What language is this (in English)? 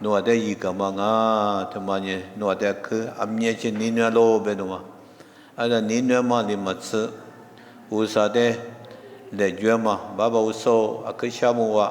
Lisu